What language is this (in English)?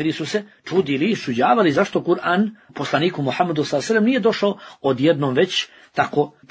Bosnian